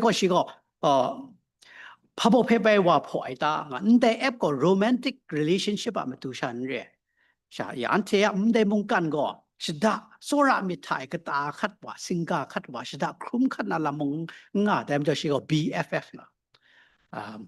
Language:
Kachin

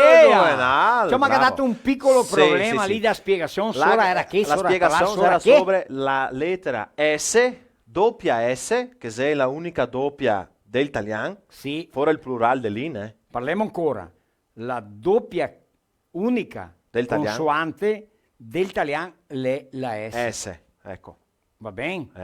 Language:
Venetian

